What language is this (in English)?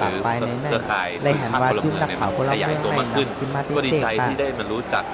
Shan